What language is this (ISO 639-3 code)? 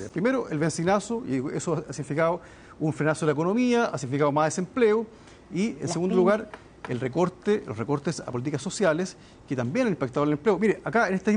spa